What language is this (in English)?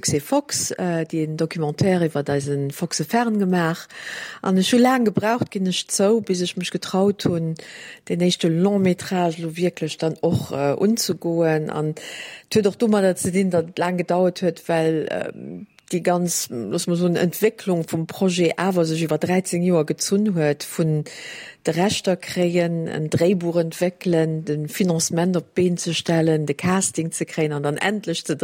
Luxembourgish